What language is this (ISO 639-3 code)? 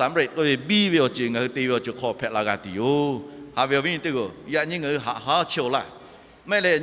lhu